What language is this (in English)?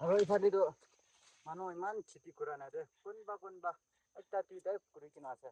Naga Pidgin